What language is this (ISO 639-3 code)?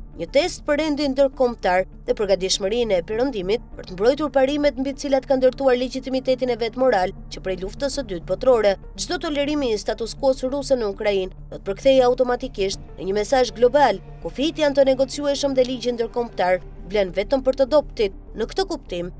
sqi